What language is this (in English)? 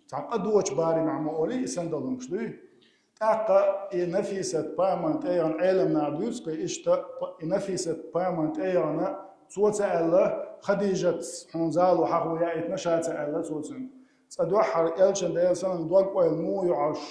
Chechen